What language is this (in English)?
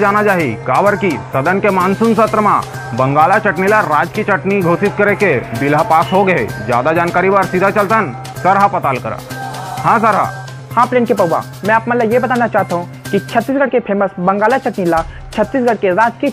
Chhattisgarhi